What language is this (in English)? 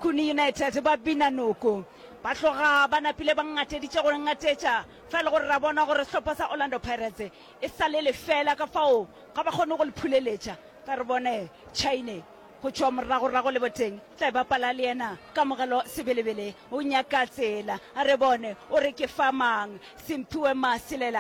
Northern Sotho